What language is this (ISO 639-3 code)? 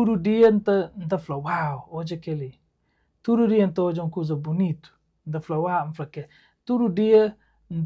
kea